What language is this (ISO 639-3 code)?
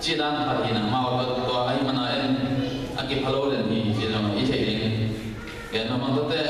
ctd